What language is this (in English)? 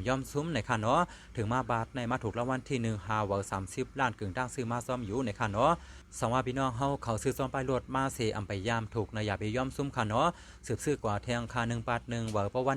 Shan